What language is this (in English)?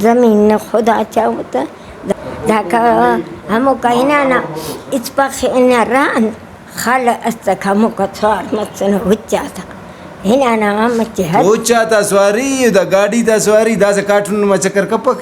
Brahui